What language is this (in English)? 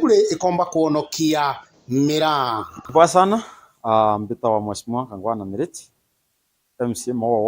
Meru